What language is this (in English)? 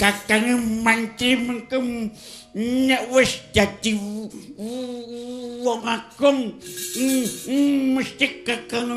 Javanese